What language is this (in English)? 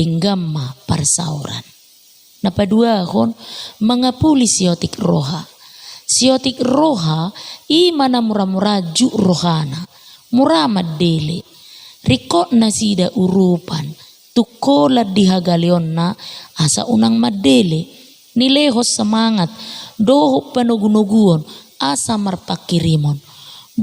Batak Toba